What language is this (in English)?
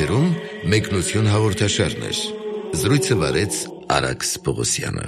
Armenian